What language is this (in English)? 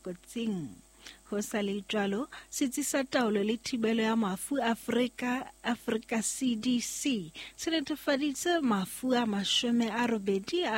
Southern Sotho